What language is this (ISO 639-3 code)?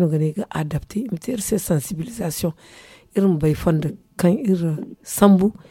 dje